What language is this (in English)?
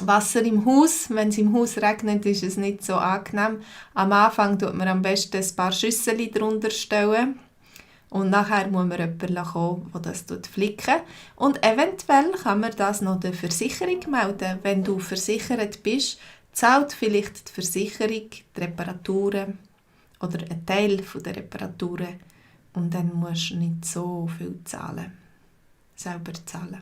Swiss German